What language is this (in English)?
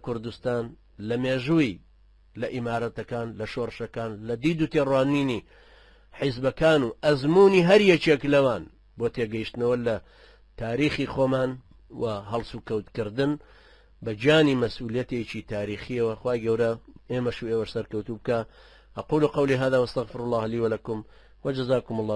Central Kurdish